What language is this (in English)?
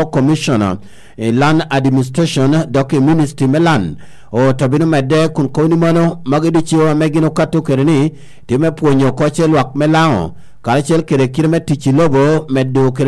Lango (Uganda)